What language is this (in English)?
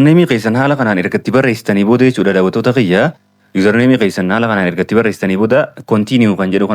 Oromo